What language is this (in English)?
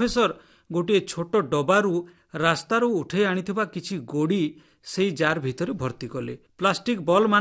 Odia